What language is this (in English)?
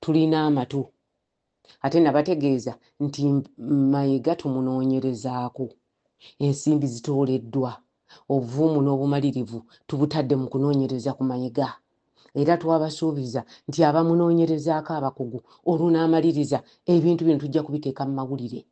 Ganda